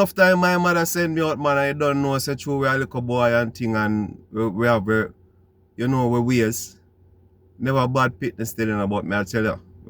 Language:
Jamaican Creole English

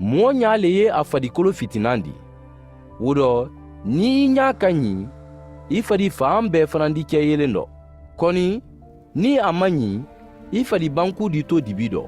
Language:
Mandingo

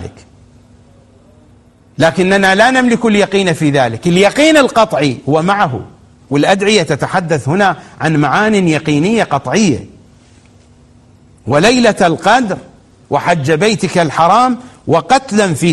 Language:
Arabic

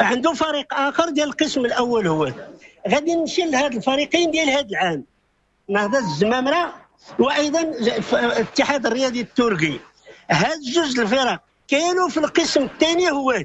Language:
Moroccan Arabic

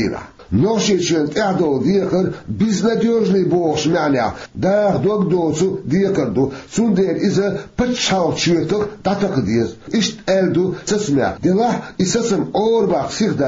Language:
Chechen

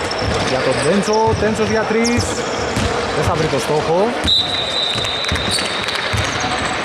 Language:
Greek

